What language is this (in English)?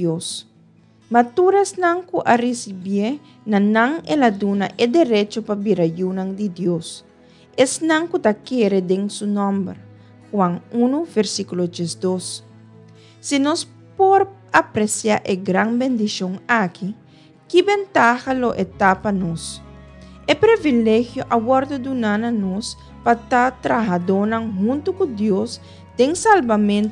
Papiamento